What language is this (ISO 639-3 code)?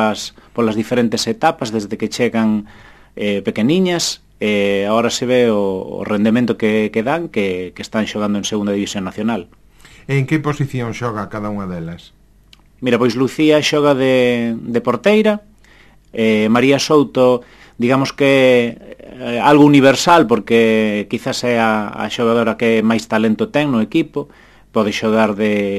glg